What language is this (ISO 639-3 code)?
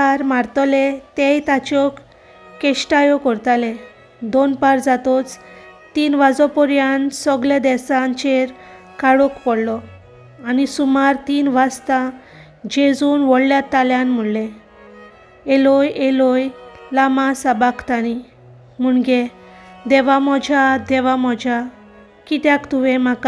kok